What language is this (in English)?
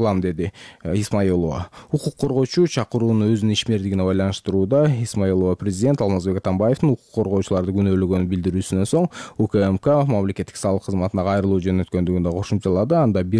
Kyrgyz